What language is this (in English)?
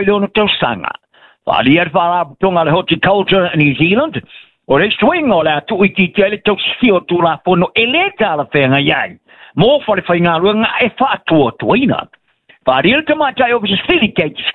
Samoan